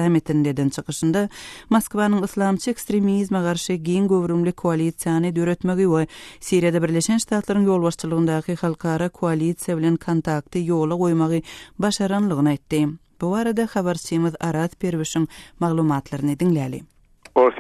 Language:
Turkmen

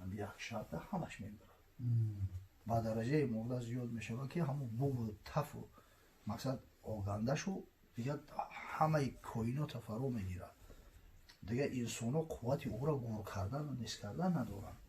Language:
Tajik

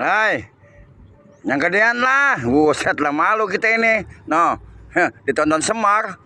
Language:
Betawi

